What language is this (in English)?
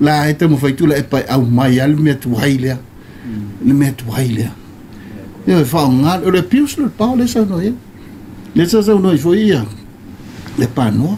Samoan